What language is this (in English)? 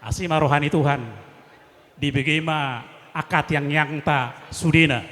Batak Toba